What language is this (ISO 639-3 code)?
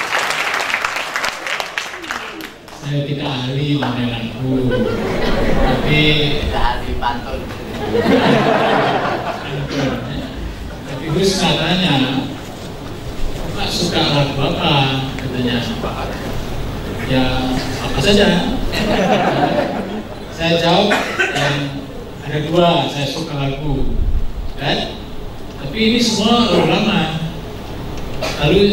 ind